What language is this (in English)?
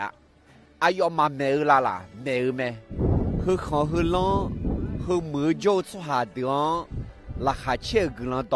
Akha